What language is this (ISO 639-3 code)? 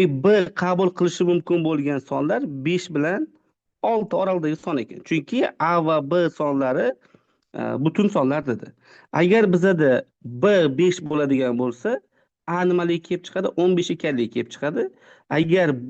uzb